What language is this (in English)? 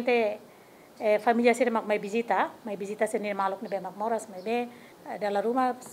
Tetum